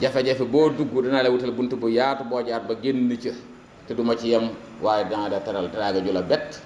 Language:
Wolof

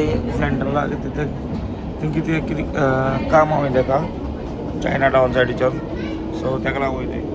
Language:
Konkani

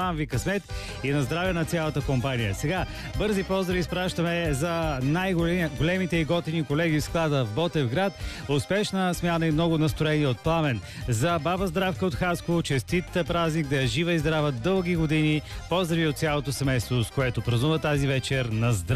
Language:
Bulgarian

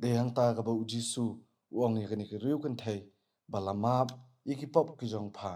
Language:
Khasi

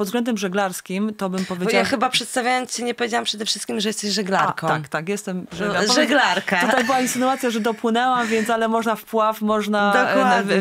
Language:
Polish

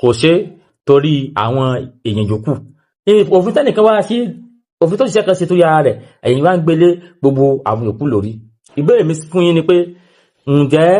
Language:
Yoruba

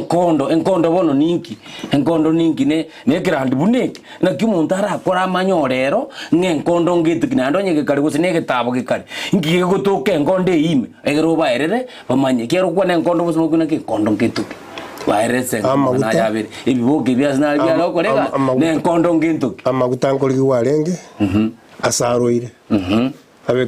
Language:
Gusii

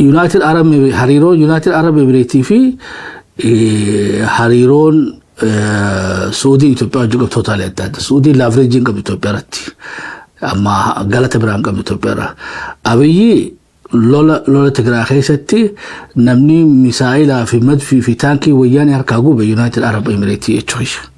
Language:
Oromo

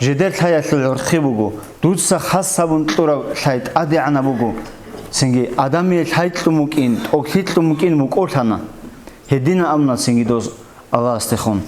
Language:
Avaric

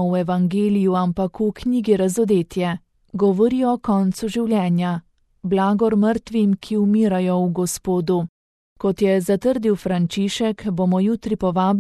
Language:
Slovenian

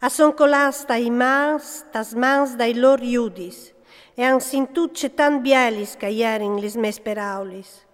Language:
Friulian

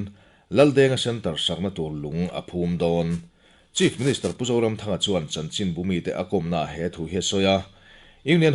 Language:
Mizo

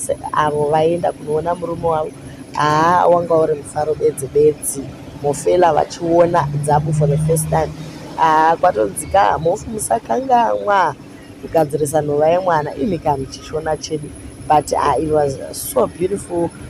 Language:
Shona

